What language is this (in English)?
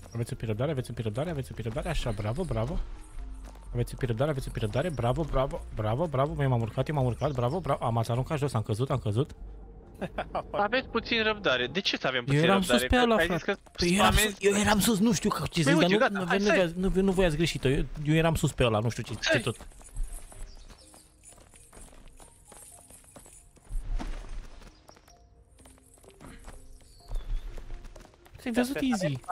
Romanian